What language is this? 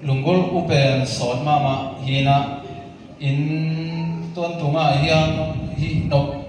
Tedim Chin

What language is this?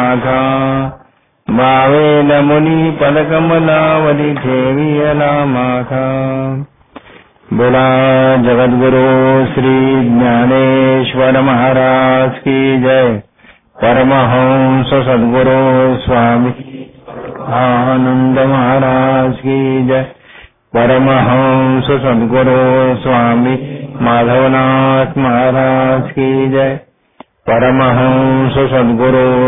Marathi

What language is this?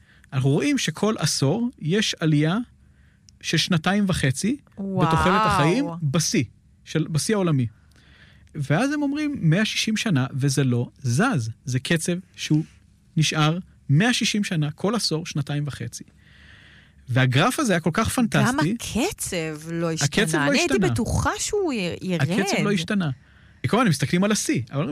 Hebrew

